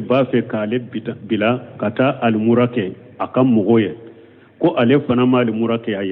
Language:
Bambara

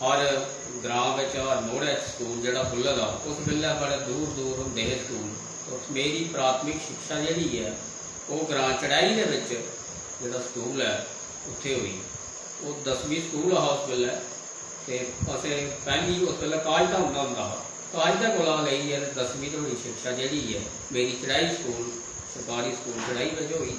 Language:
Dogri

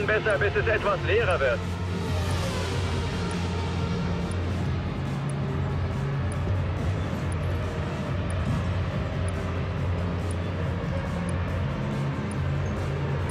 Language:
German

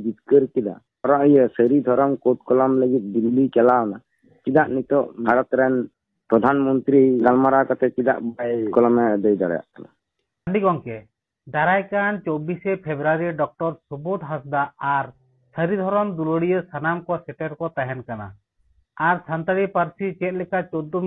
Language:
Santali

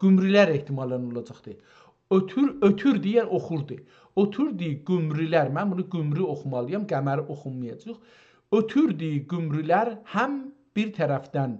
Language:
South Azerbaijani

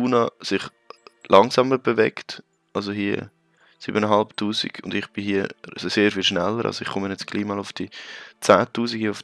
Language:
Swiss German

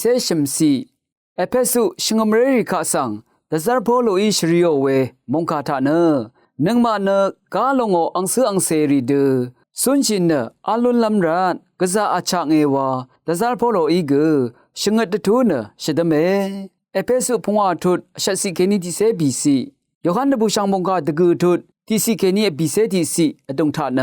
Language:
Rawang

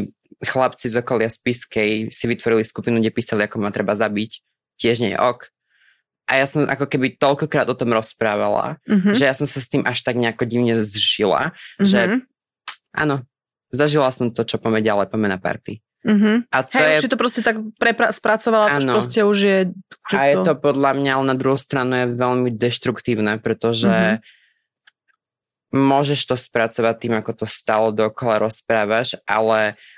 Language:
Slovak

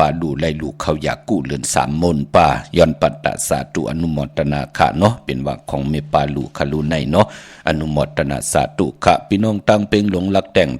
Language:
Shan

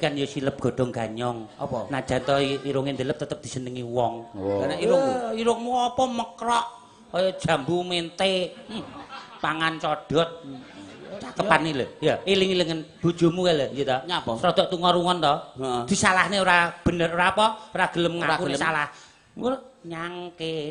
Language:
Javanese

